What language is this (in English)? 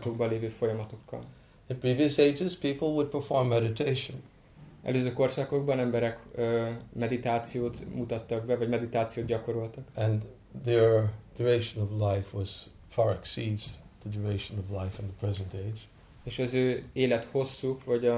Hungarian